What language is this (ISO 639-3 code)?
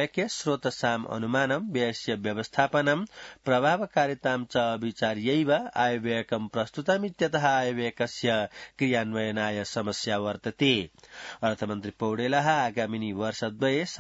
san